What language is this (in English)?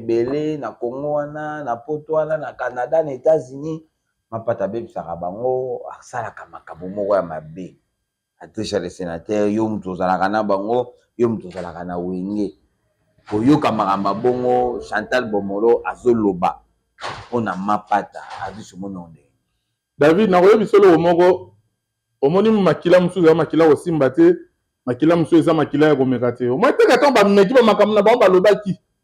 Lingala